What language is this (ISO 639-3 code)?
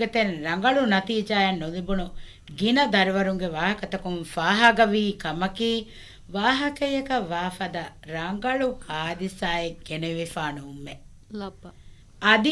div